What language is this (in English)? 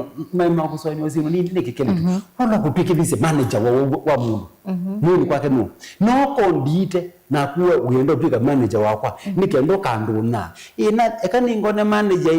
Kamba